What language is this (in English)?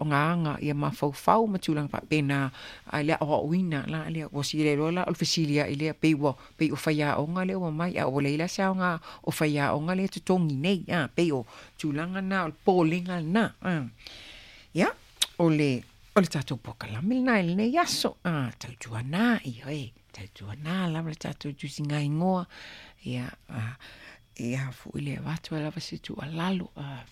Samoan